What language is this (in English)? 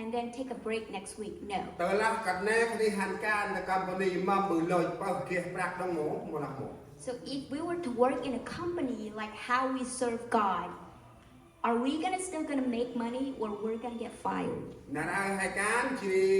Central Mnong